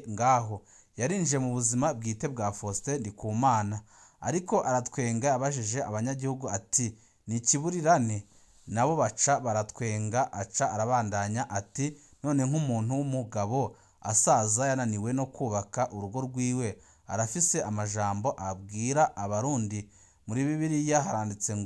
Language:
Rundi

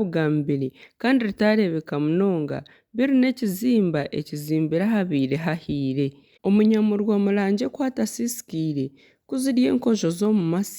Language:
Nyankole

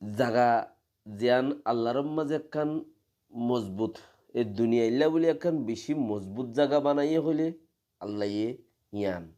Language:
Rohingya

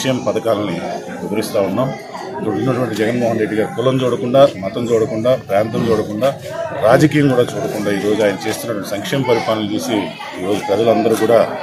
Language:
Telugu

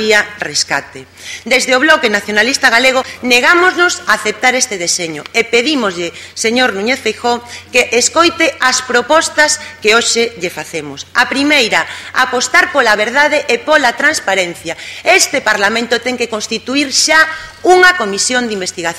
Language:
Galician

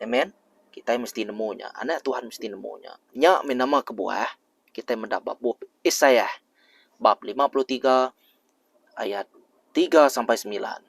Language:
Iban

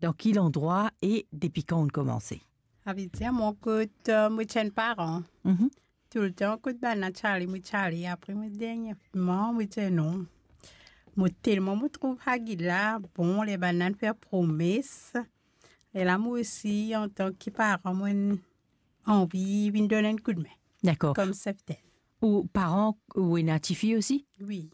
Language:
Morisyen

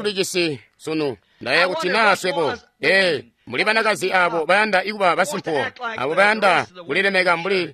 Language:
Tonga (Zambia)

